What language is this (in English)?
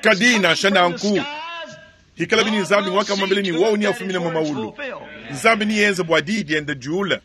Luba-Lulua